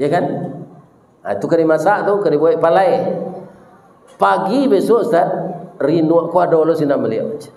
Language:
Minangkabau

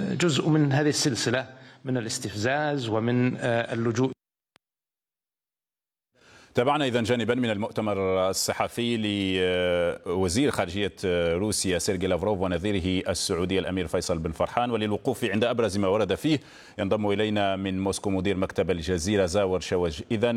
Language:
Arabic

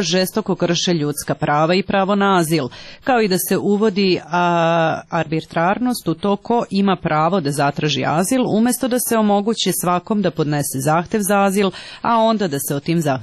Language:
Serbian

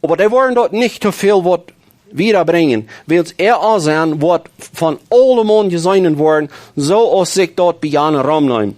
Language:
Plautdietsch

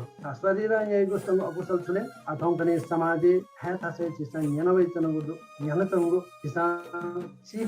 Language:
Newari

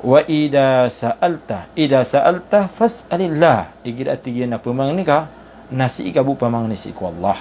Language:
Maranao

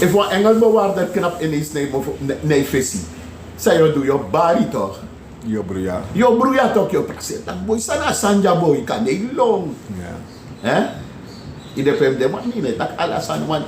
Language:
Sranan Tongo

